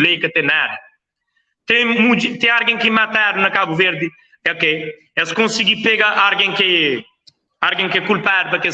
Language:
Kabuverdianu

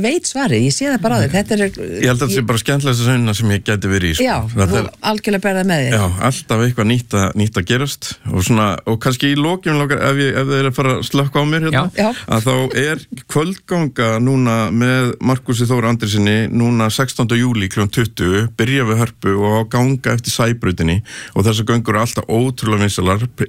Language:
Icelandic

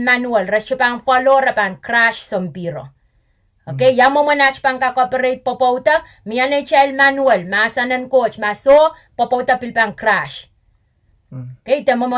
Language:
Pohnpeian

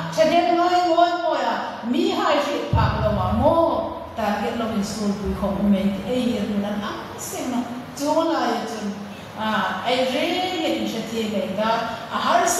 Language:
Hmar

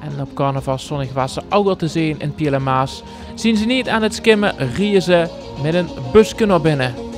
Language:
Limburgish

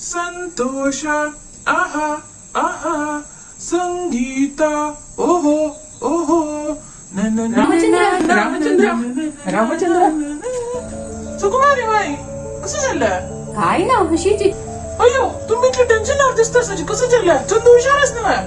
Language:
Konkani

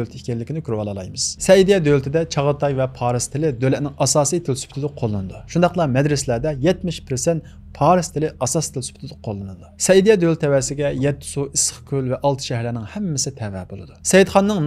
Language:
Uyghur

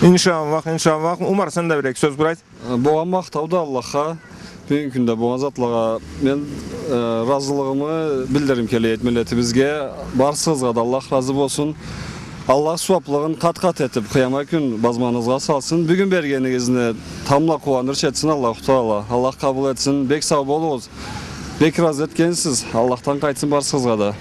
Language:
Karachay-Balkar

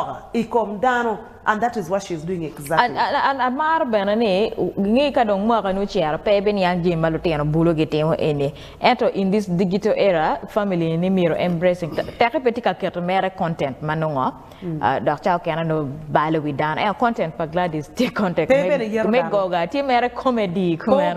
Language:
Acoli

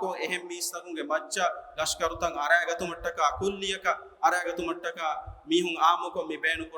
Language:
Divehi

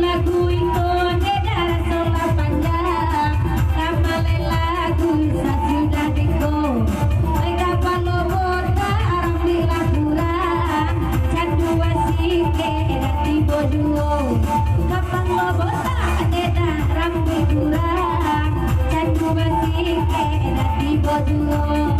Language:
Minangkabau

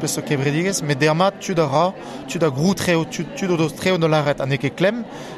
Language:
Breton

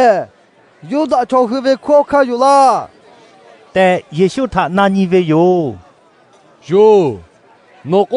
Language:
Lahu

